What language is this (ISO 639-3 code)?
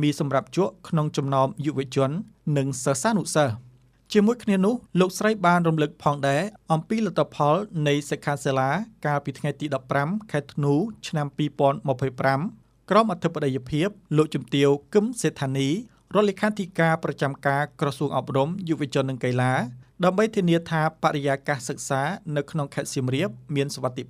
khm